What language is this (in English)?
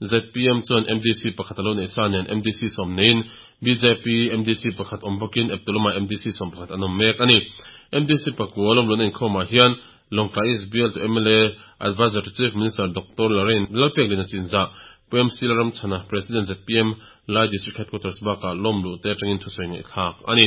Mizo